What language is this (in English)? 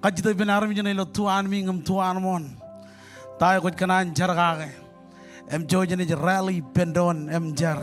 Marshallese